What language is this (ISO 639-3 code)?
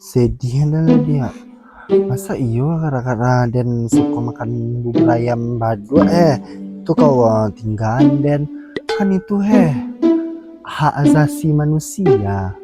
min